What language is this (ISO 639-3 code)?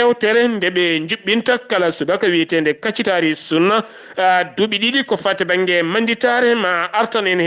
ful